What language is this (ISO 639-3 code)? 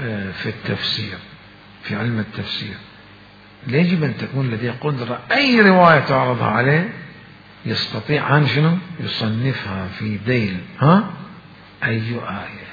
acm